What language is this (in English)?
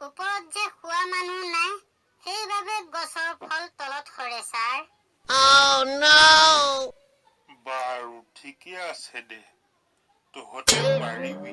Assamese